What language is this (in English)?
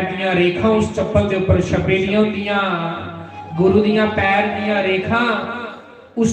Dogri